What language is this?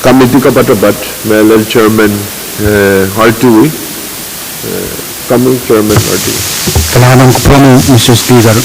Pohnpeian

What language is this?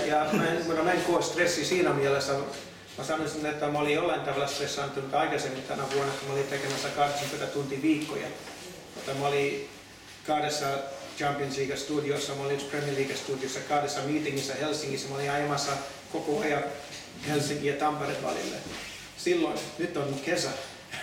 Finnish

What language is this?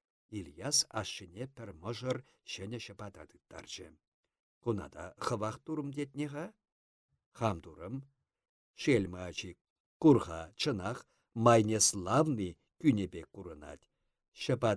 Chuvash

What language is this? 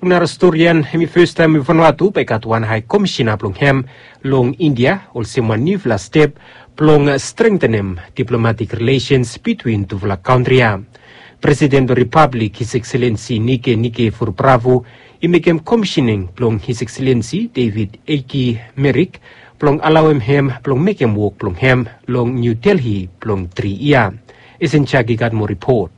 Bislama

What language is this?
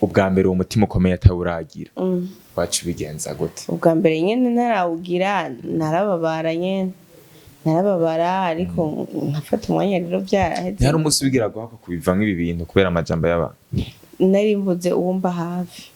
Rundi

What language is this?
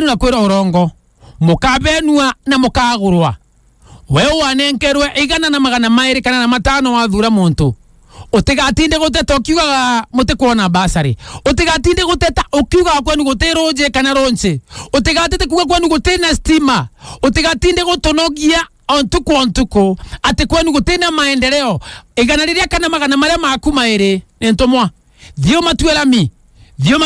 Meru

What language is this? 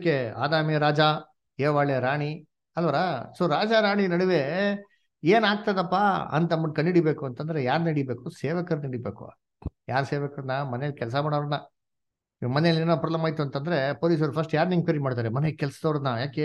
Kannada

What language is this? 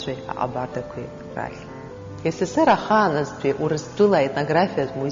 Abkhazian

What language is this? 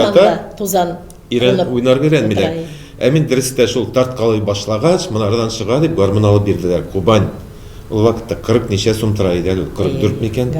Tatar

